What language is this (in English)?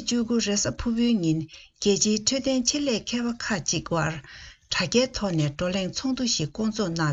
Tibetan